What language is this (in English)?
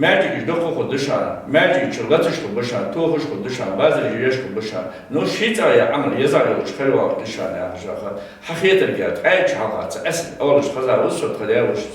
Ingush